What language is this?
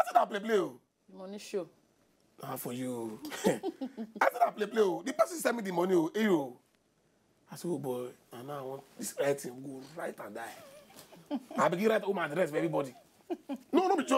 Nigerian Pidgin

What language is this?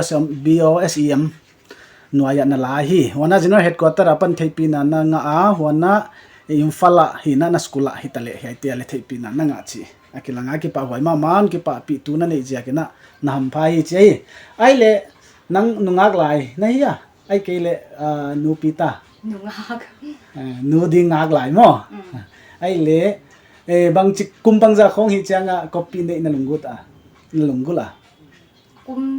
Paite Chin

